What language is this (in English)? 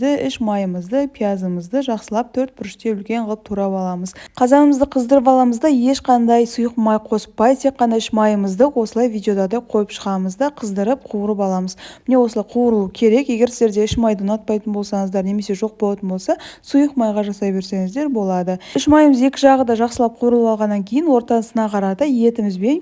Kazakh